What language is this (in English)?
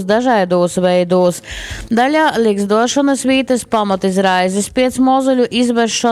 Latgalian